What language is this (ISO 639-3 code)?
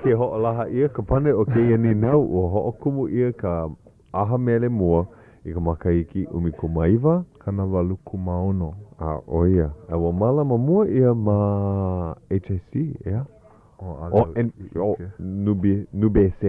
haw